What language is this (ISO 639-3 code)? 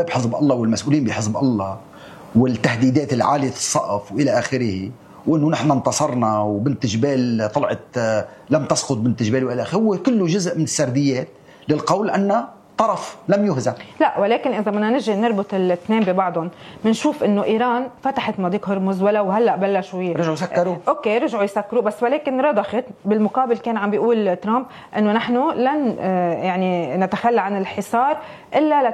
apc